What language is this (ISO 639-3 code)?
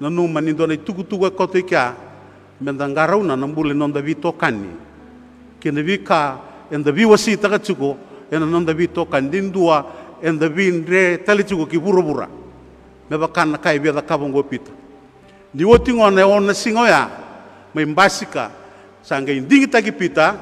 fij